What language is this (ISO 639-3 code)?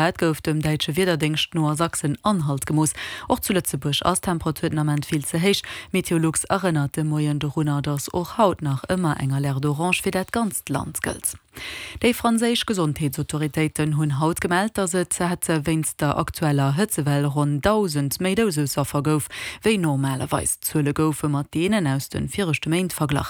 ltz